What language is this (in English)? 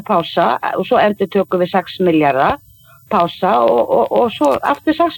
Icelandic